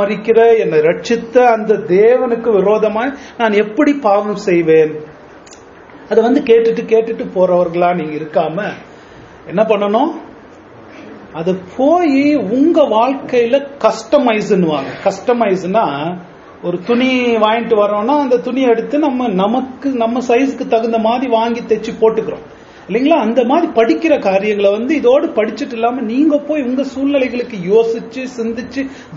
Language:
Tamil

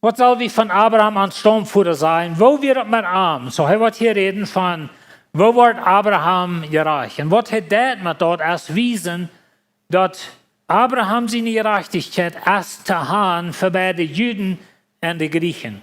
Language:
Plautdietsch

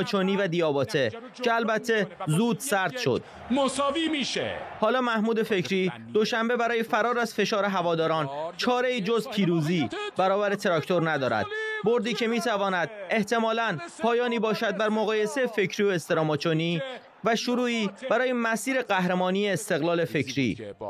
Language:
Persian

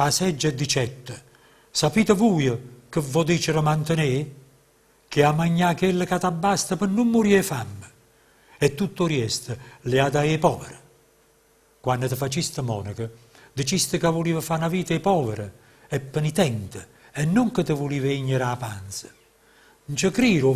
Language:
Neapolitan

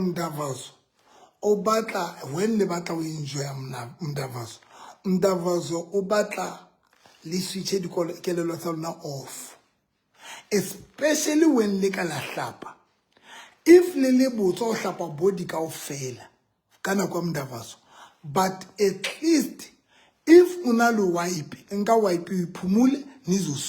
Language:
Southern Sotho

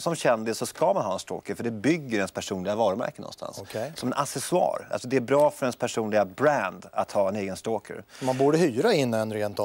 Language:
Swedish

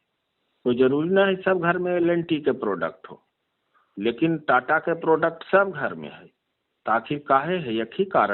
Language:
Magahi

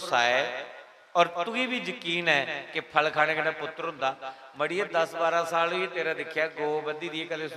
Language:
Dogri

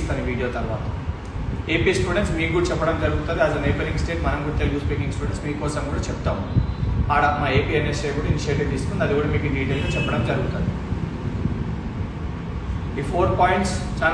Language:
Telugu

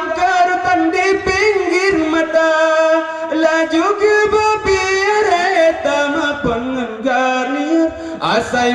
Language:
Achinese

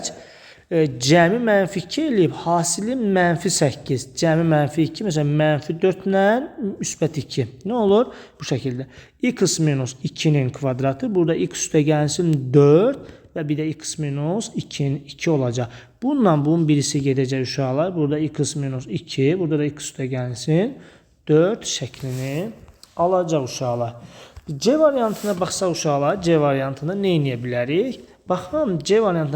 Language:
Azerbaijani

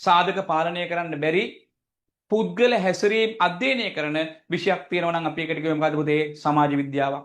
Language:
Sinhala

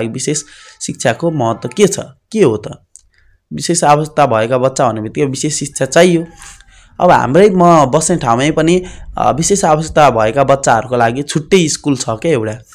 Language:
Nepali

